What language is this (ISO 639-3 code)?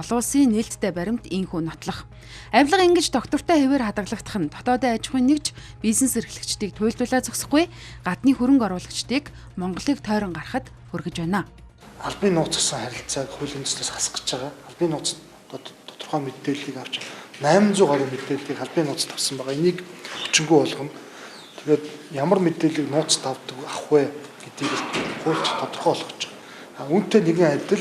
mon